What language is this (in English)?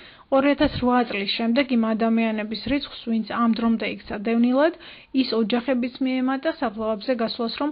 Georgian